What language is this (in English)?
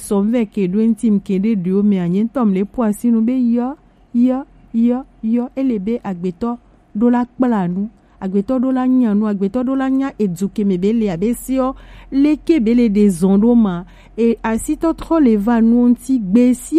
Gen